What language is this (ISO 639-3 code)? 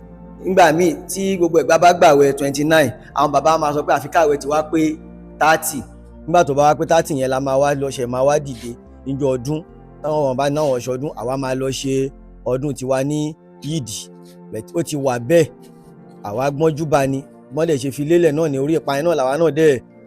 yor